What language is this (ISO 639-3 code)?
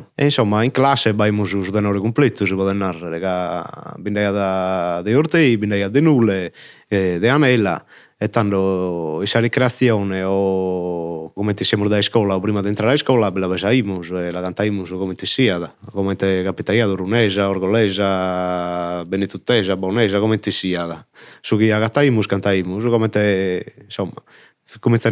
srd